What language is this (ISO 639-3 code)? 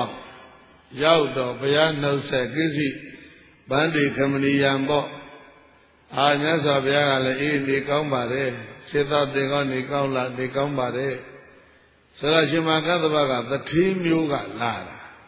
mya